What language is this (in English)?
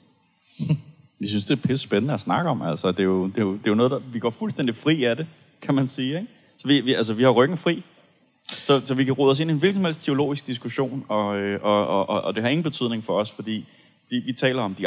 Danish